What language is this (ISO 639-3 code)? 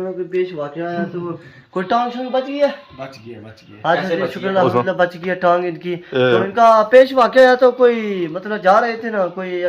phr